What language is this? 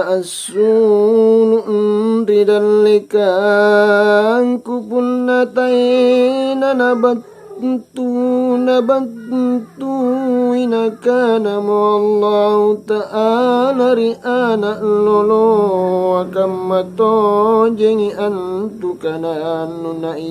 Makasar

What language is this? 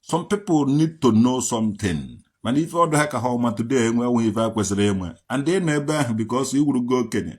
Igbo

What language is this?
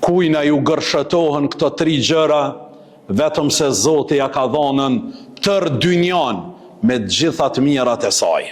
Albanian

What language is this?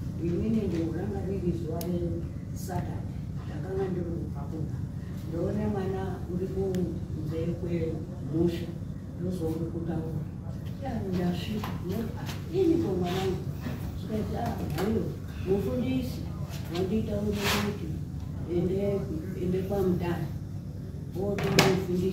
Shona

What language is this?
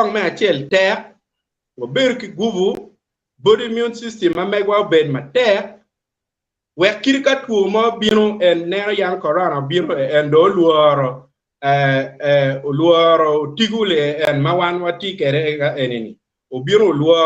Acoli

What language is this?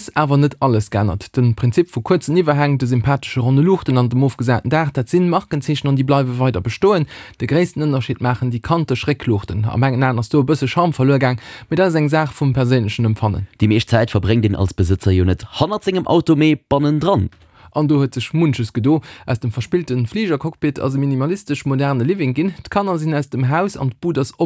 Luxembourgish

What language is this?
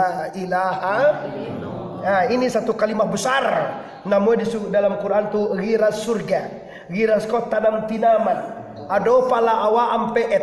Minangkabau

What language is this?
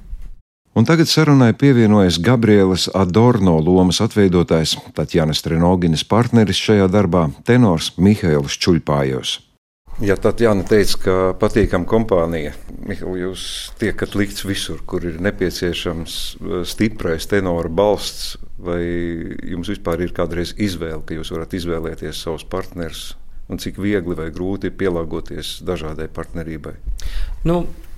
Latvian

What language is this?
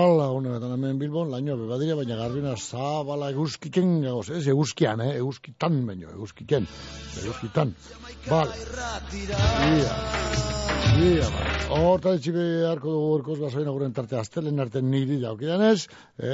Basque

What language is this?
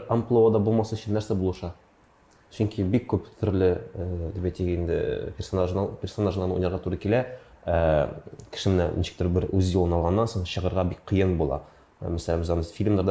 Tatar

